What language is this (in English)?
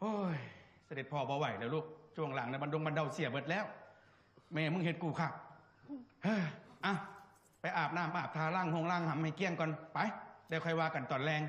Northeastern Thai